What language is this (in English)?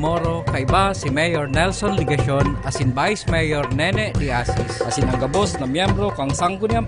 Bikol